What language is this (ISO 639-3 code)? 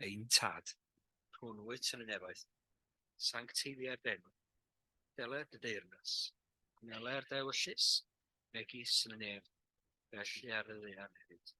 cym